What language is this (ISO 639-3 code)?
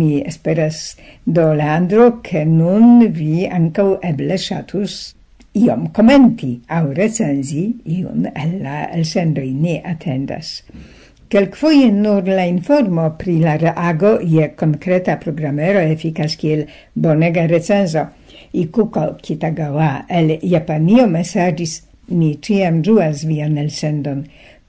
epo